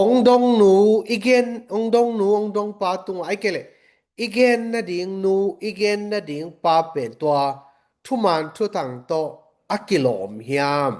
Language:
Tedim Chin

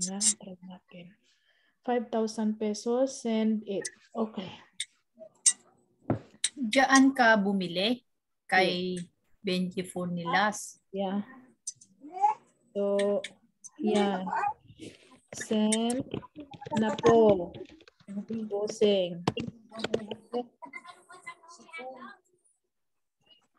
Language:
Filipino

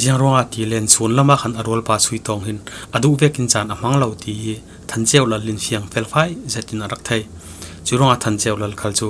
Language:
Falam Chin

